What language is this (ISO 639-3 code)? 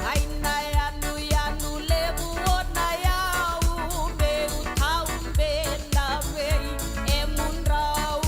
fij